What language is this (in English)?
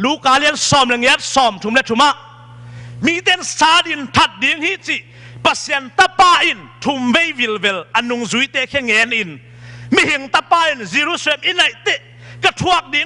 Tedim Chin